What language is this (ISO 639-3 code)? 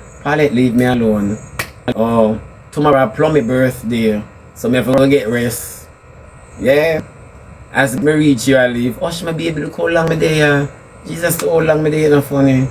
jam